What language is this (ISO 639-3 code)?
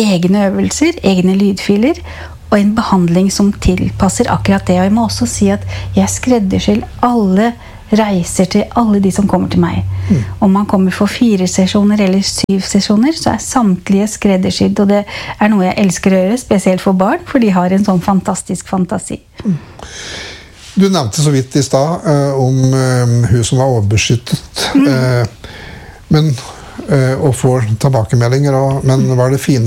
nor